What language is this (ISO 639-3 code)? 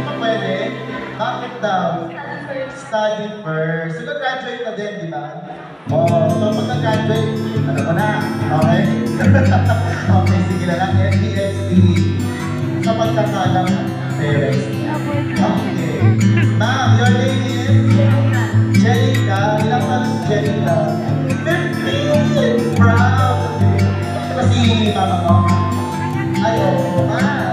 fil